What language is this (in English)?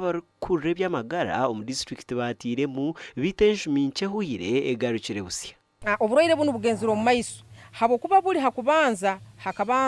Nyankole